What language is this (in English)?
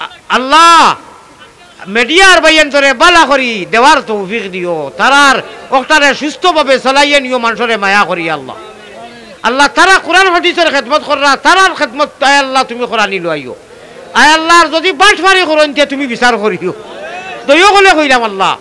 Sylheti